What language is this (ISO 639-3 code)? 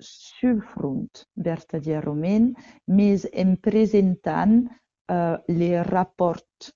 oci